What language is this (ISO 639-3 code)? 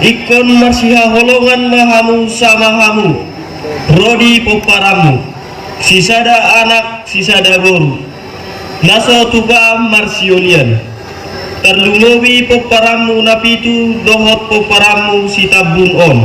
bbc